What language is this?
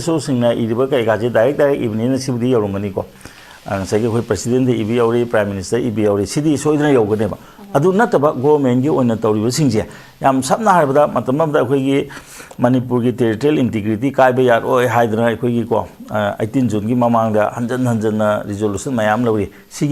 Manipuri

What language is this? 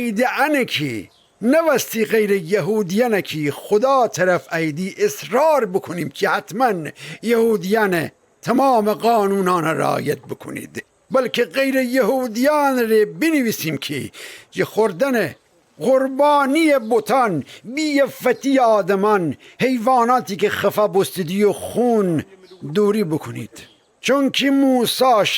Gilaki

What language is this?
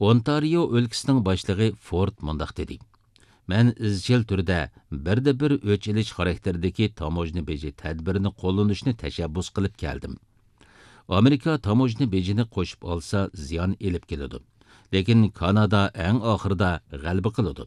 Uyghur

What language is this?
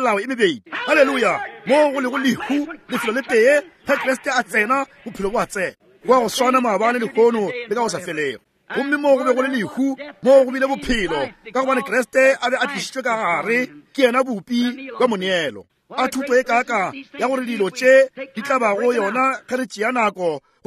Northern Sotho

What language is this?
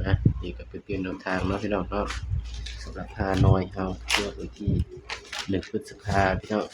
Northeastern Thai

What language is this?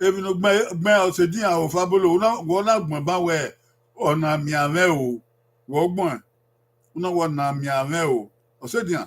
Bini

